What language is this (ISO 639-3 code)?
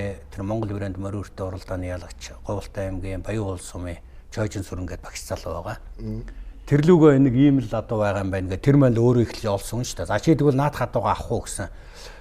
mon